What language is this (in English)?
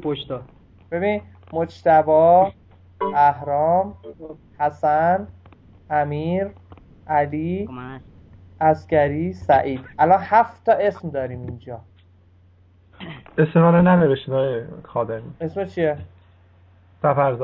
Persian